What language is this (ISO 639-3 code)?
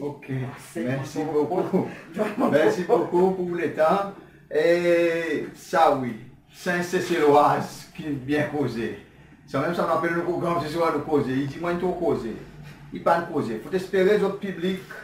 crs